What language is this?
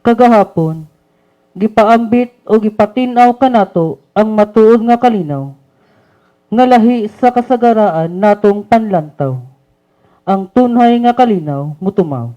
Cebuano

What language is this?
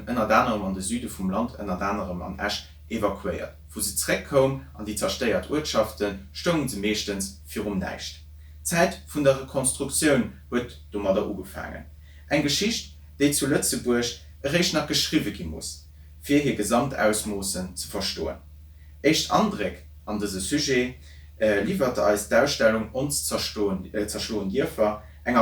Luxembourgish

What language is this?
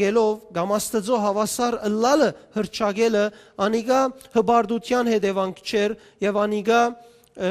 Western Armenian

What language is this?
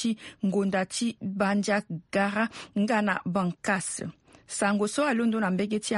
Sango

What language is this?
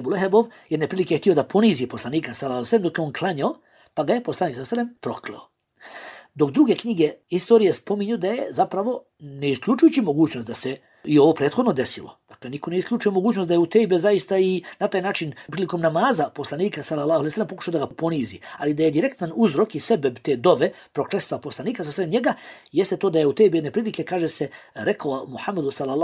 Bosnian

